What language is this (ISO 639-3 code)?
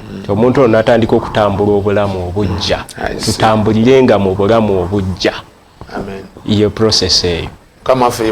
lug